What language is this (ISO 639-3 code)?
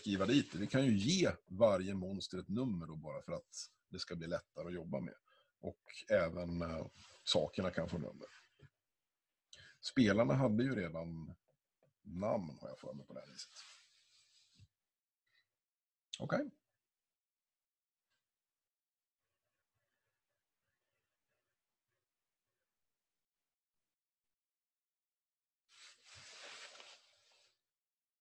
swe